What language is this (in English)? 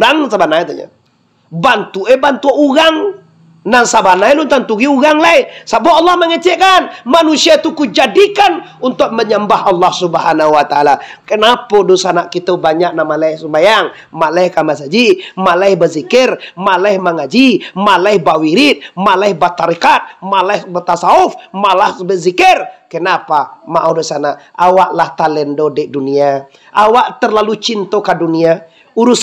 Minangkabau